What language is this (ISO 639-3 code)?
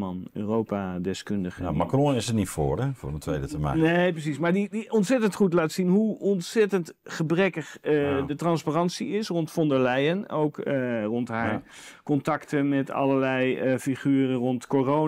nld